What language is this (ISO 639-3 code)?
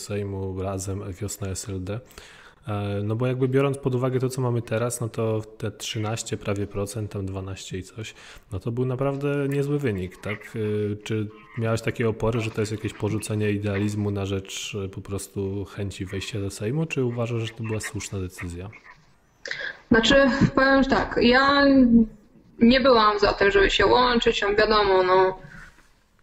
pol